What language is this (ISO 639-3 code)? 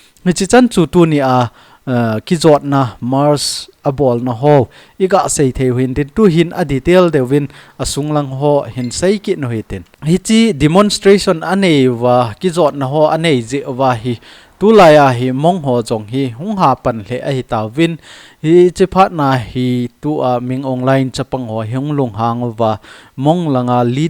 tcz